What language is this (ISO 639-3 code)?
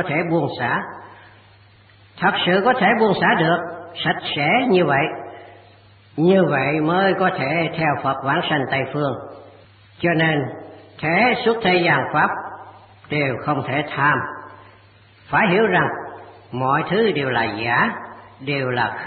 vie